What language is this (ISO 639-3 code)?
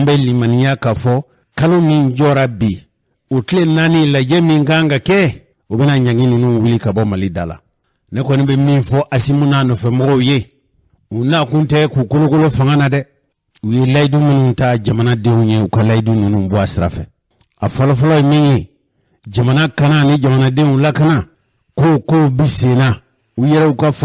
bam